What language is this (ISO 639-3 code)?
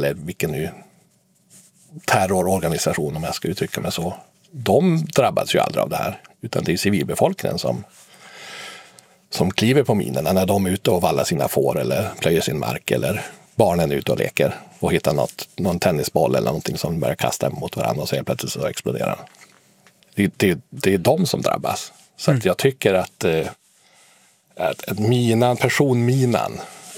swe